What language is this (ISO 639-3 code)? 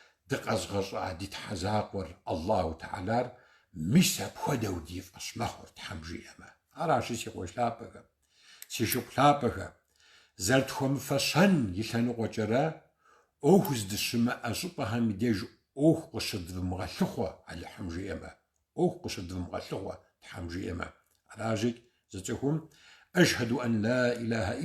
kbd